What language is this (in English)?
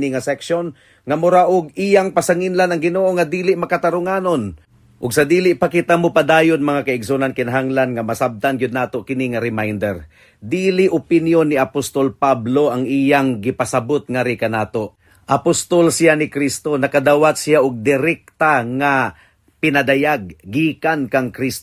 Cebuano